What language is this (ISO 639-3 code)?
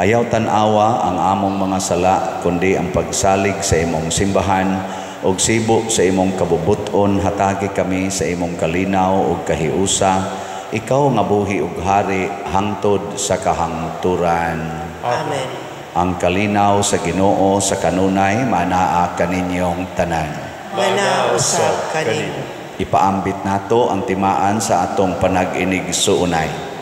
ceb